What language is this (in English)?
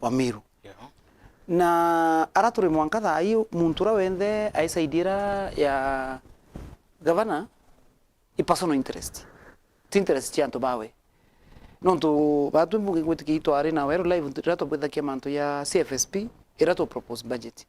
Meru